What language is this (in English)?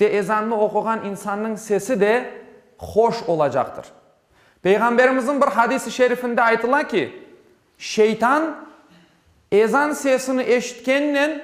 Crimean Tatar